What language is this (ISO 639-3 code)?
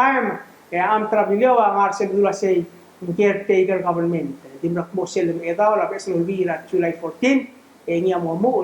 pau